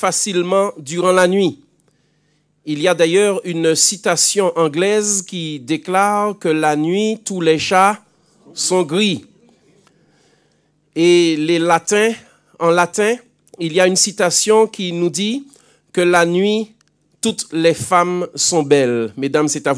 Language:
French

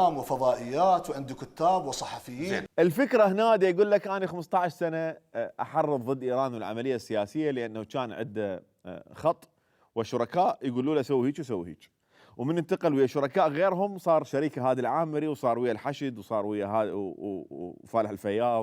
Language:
Mesopotamian Arabic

